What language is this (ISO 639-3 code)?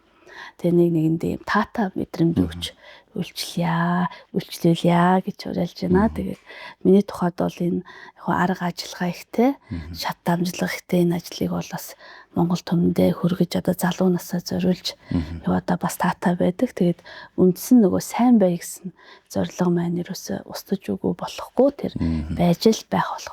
mon